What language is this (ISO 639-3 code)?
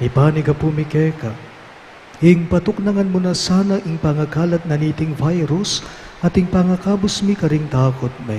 pam